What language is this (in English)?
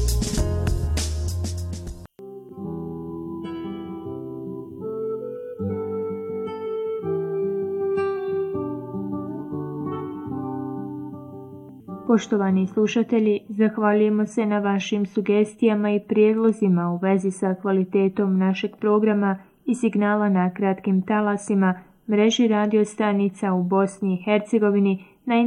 Bosnian